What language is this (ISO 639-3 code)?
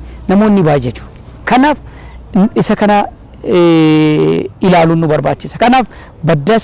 orm